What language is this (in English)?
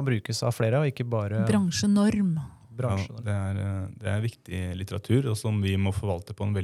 Norwegian